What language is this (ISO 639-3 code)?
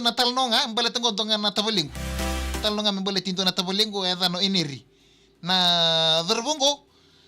fij